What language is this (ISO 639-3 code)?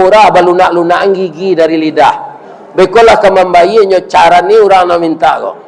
min